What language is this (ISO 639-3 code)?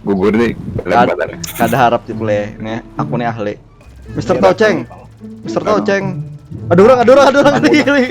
bjn